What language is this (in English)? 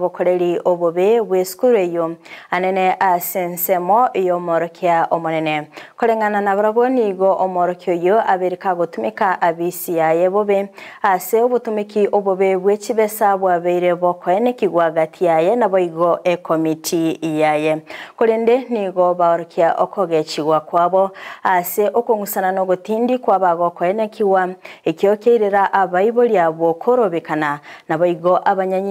Gusii